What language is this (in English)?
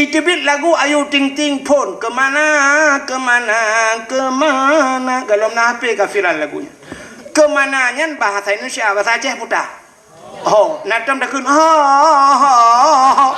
Achinese